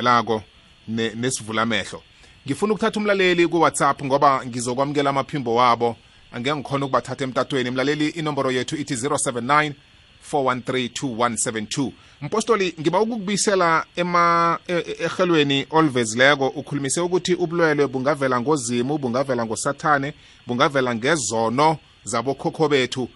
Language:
South Ndebele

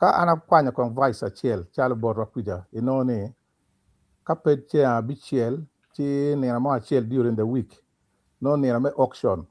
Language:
Acoli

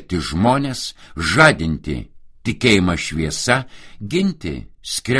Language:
Lithuanian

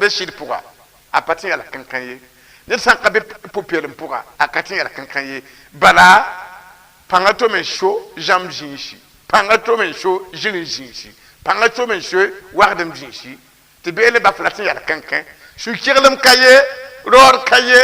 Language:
Mossi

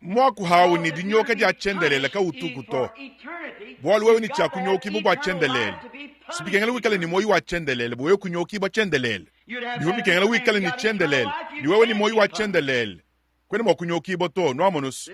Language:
Luba-Lulua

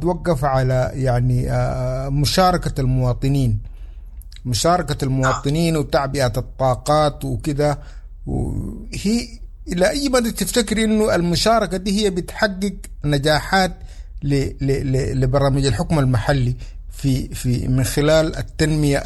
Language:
Sudanese Arabic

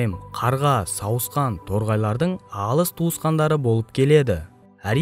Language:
Kazakh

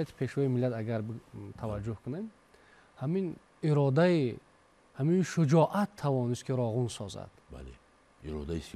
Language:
Tajik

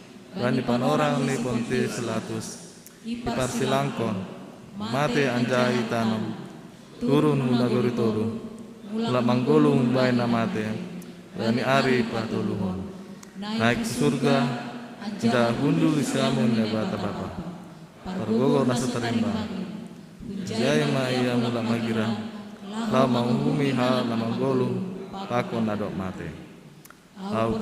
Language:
Batak Simalungun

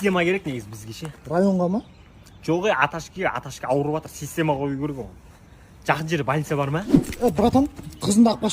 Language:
Kazakh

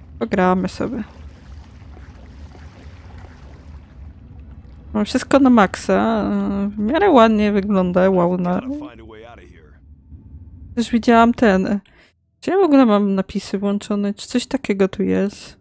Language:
Polish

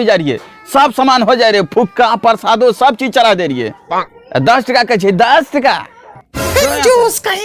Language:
Angika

